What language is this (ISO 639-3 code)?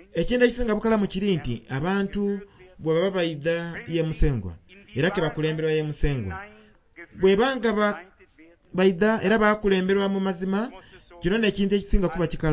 xog